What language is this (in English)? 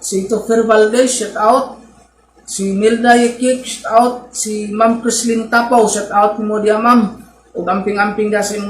Cebuano